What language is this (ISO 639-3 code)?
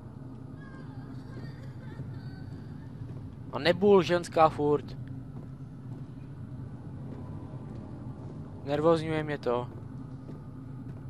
ces